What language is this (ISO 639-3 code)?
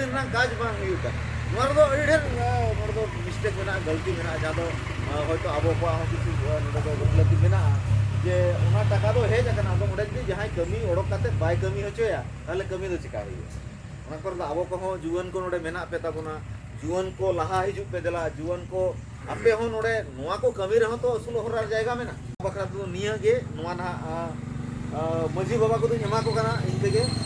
sat